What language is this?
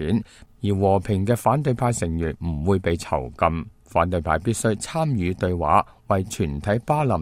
Cantonese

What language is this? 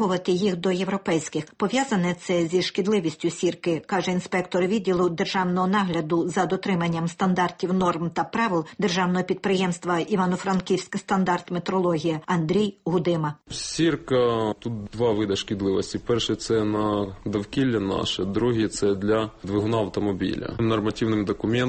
Ukrainian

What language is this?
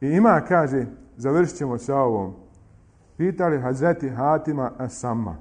Bosnian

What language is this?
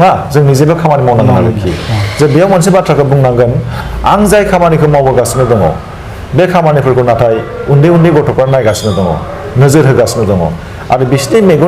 Bodo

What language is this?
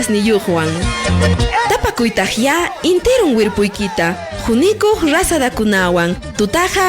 Ayacucho Quechua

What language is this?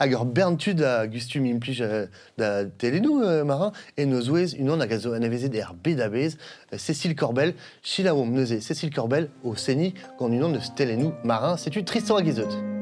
Breton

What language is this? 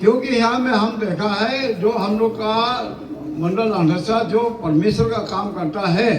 Hmar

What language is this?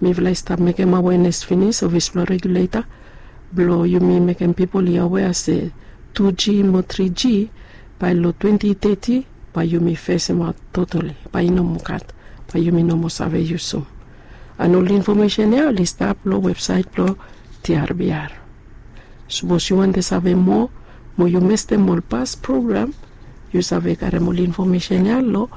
Bislama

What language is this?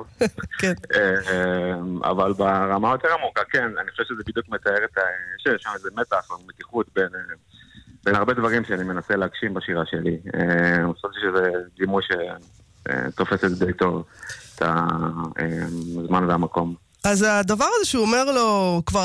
Hebrew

